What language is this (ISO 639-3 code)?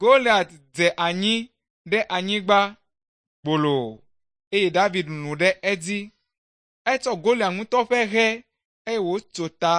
ewe